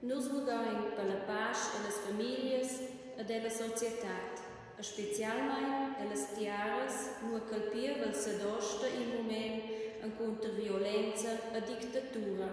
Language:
Romansh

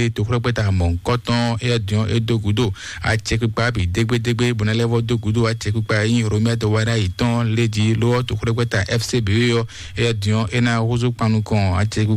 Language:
Fon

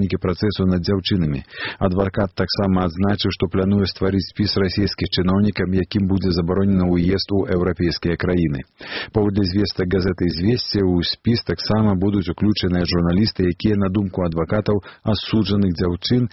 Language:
Belarusian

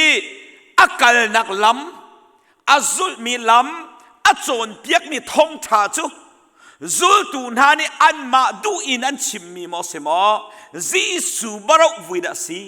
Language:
Hakha Chin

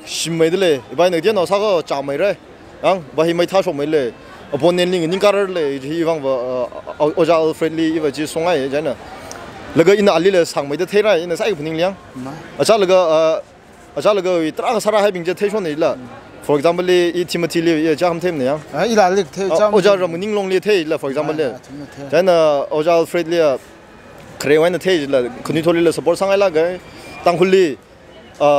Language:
Tangkhul Naga (India)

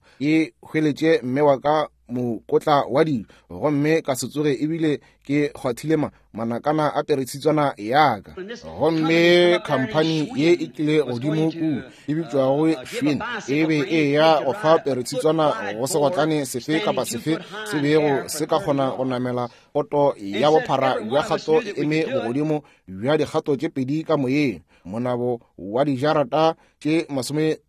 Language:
Northern Sotho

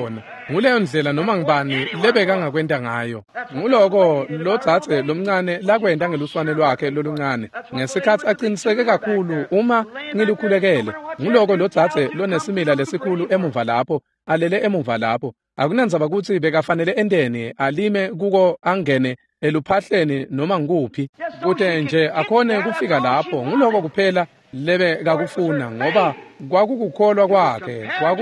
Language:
Swati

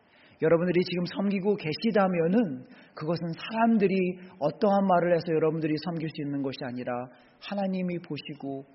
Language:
Korean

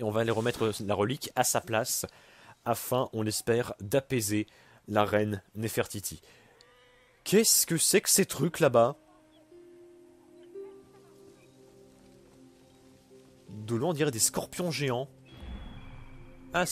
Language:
French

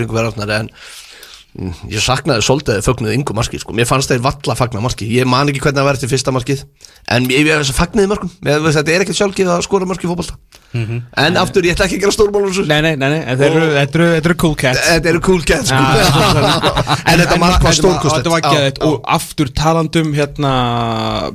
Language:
Icelandic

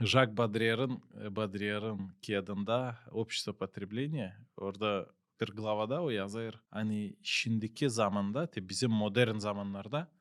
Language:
Gagauz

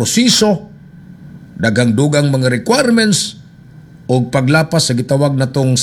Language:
Cebuano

